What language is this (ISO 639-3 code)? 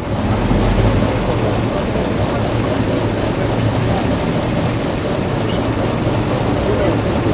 ukr